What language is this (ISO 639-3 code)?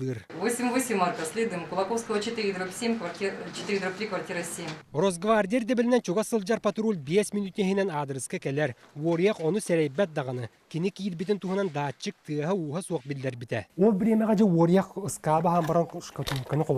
sah